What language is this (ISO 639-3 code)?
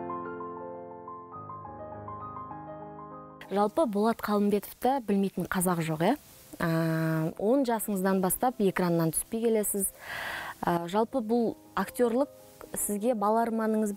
kaz